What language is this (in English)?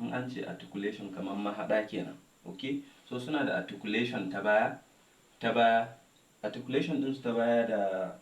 Hausa